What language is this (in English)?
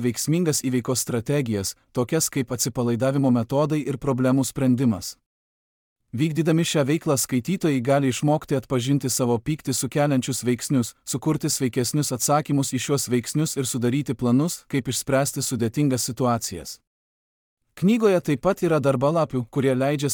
Lithuanian